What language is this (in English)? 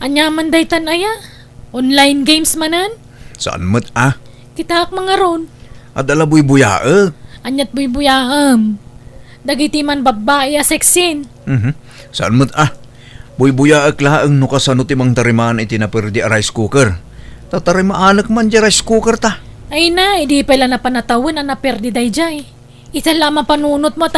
Iloko